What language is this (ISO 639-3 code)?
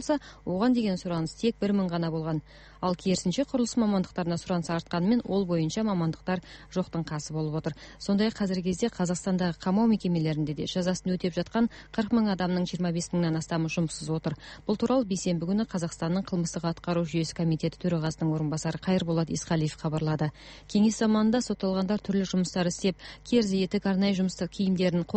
kaz